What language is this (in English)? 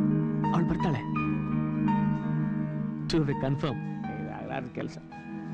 Kannada